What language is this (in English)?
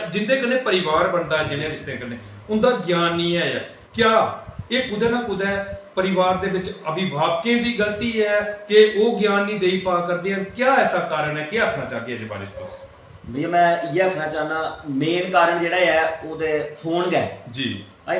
Dogri